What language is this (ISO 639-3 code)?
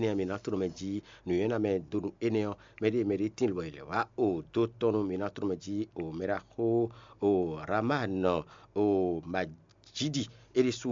fon